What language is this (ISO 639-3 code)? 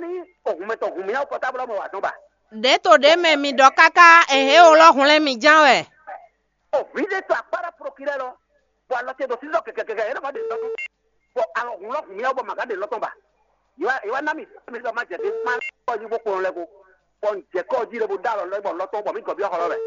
fon